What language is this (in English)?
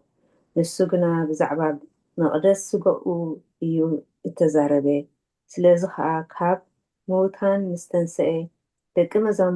Tigrinya